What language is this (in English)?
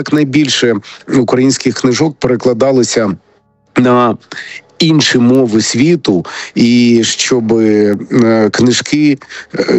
Ukrainian